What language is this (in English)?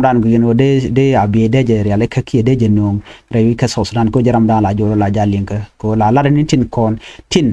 Nuer